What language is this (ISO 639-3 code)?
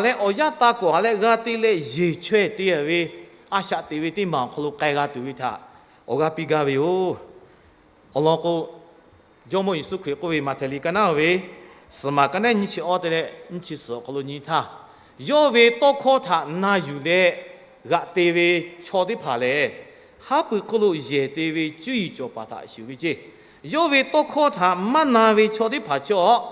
lhu